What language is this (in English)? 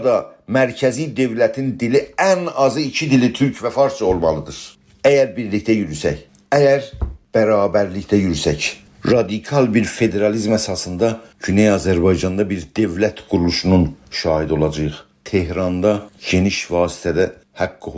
South Azerbaijani